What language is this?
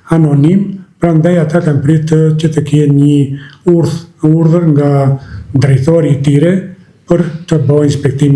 Albanian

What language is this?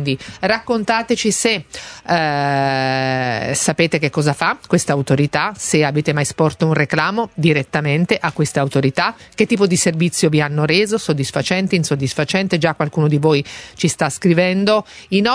Italian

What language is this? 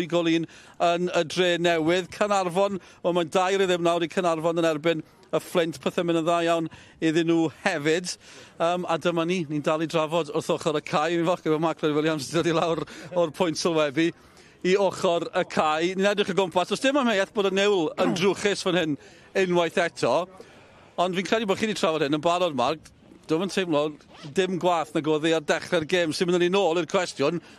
Welsh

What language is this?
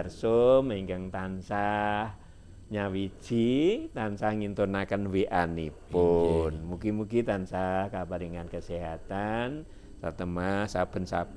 Javanese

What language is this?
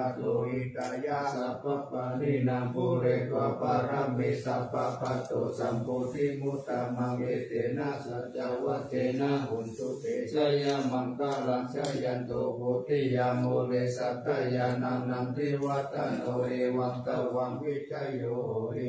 Pali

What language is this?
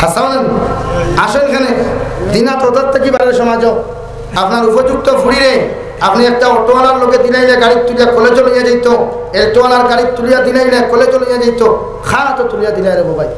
Sylheti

